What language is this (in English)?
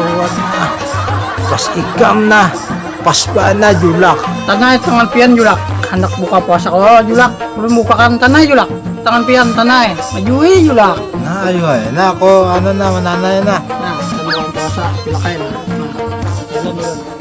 Banjar